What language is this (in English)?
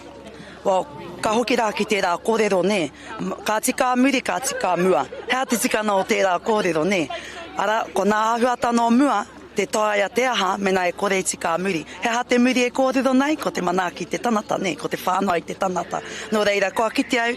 Māori